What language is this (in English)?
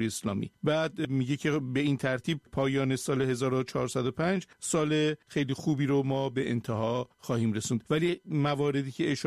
Persian